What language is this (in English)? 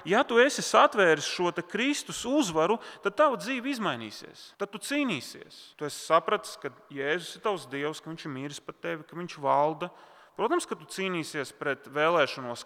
Latvian